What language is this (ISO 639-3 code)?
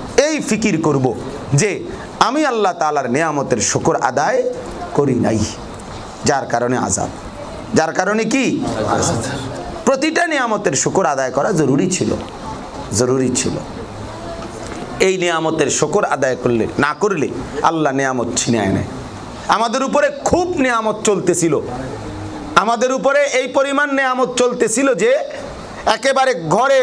ben